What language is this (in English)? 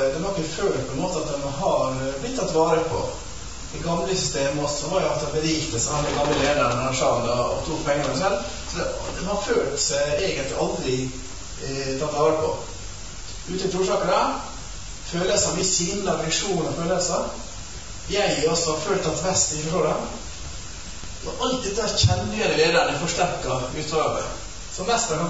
Norwegian